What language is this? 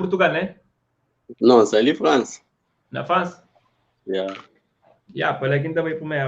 Kabuverdianu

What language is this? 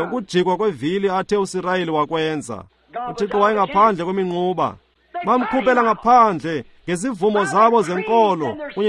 Xhosa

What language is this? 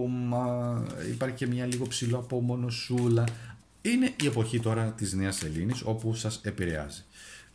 Greek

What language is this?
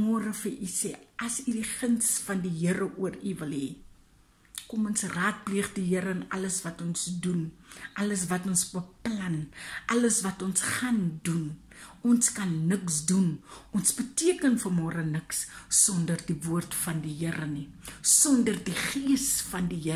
Afrikaans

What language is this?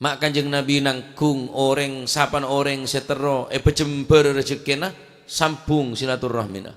Madurese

